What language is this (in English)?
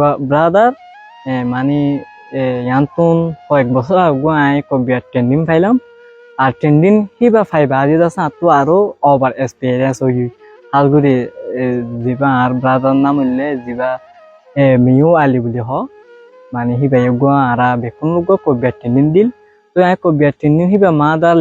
Rohingya